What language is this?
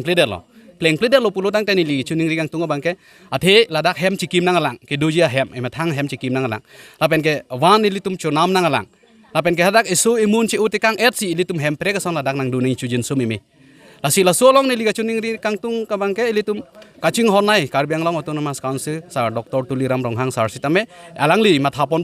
Karbi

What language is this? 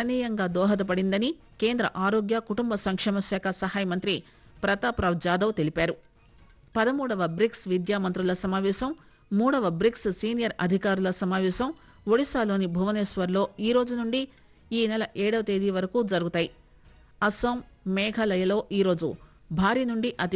Telugu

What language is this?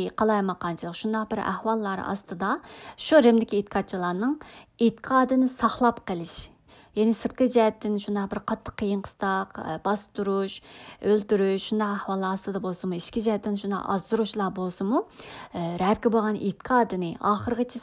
Uyghur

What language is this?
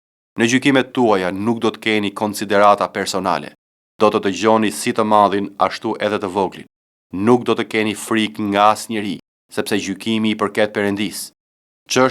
Albanian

